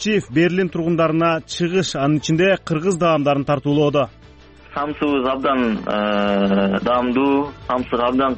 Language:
Kyrgyz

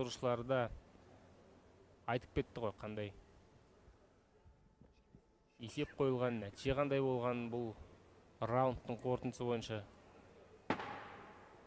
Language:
Kazakh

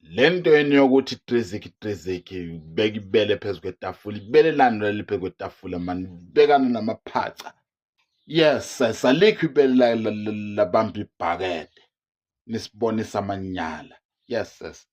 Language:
Zulu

